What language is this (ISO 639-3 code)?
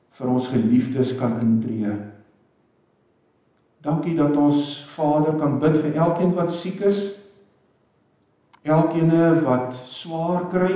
afr